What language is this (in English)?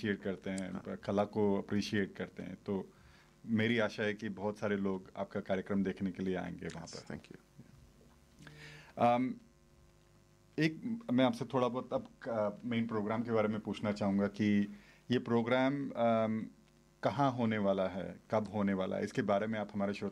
Hindi